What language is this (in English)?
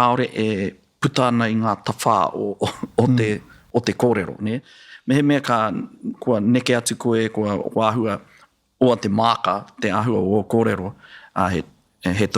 Māori